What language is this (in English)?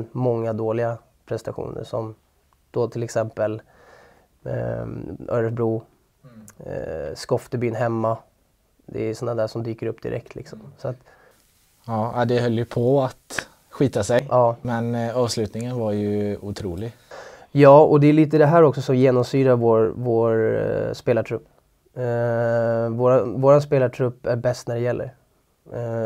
Swedish